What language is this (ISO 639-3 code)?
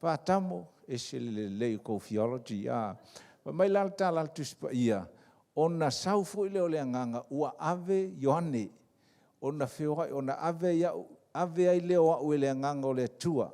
smo